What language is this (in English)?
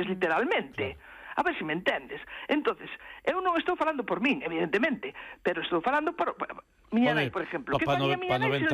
Galician